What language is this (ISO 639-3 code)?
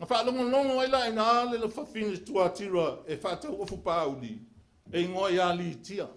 smo